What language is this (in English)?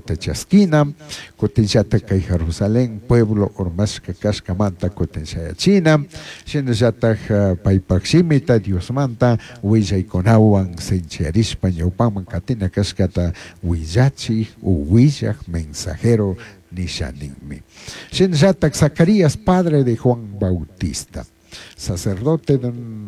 Chimborazo Highland Quichua